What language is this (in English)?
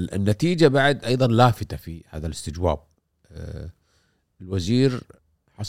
Gulf Arabic